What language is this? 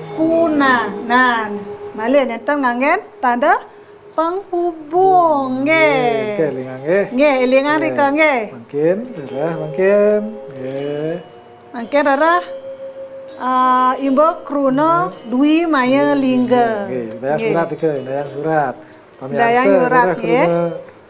Balinese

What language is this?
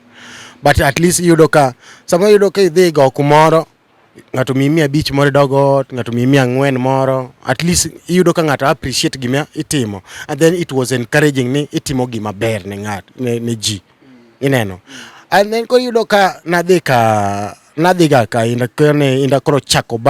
Luo (Kenya and Tanzania)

